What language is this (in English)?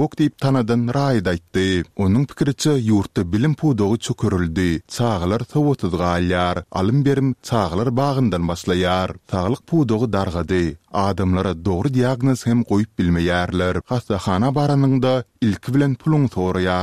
Turkmen